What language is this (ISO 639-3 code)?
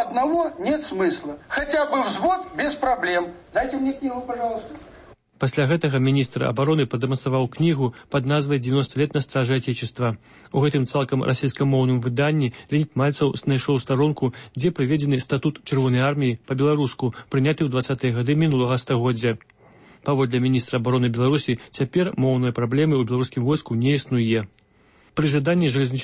bel